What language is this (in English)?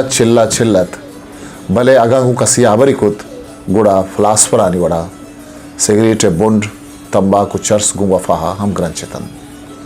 Eastern Balochi